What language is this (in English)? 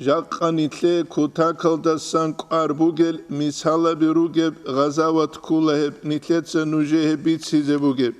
Avaric